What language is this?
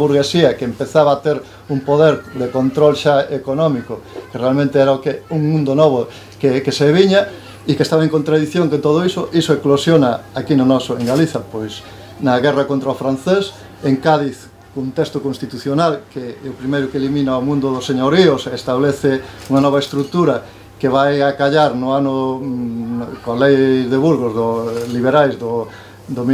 Galician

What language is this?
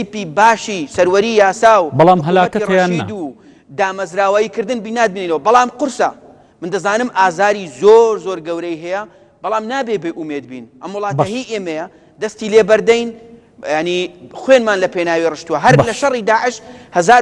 Central Kurdish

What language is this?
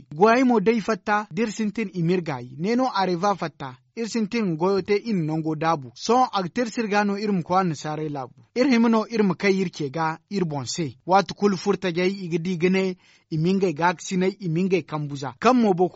Zarma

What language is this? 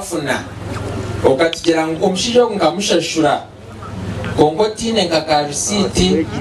Nyankole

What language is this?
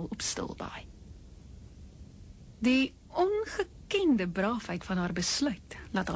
Afrikaans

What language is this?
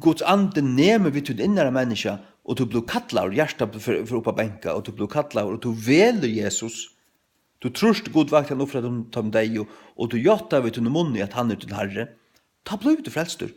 Faroese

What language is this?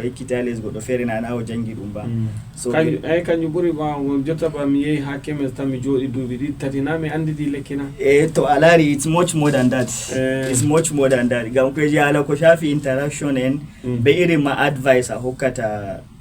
Fula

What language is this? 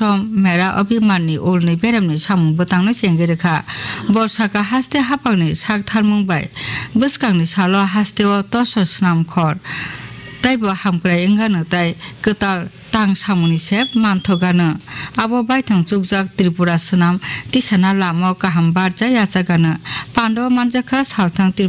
Kok Borok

